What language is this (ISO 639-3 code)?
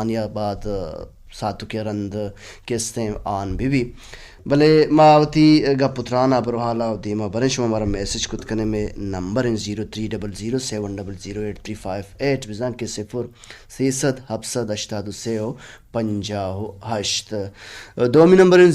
bal